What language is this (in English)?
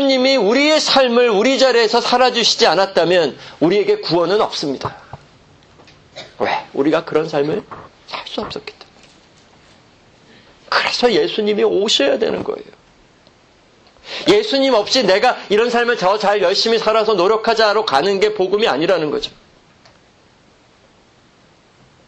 Korean